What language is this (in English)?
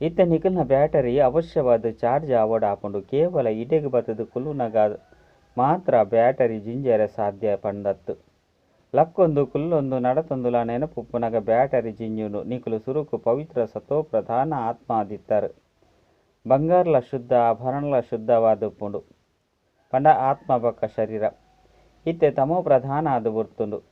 Tulu